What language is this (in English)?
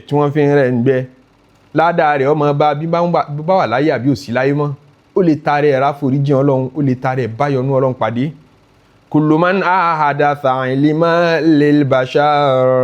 Yoruba